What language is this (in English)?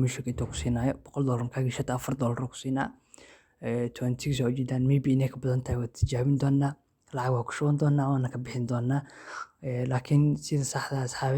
Somali